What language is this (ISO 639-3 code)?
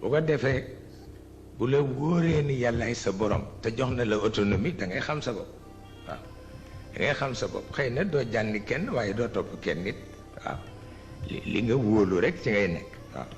wol